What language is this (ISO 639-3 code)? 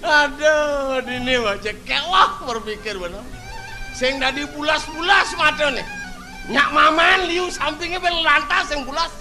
ban